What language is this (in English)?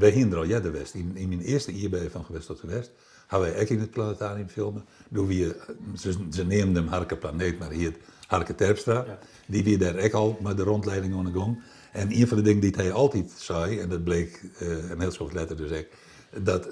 Western Frisian